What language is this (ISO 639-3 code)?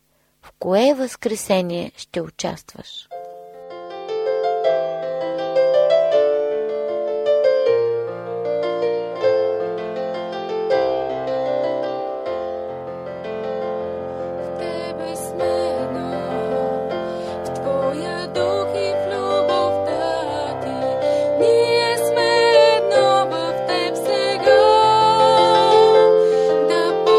bul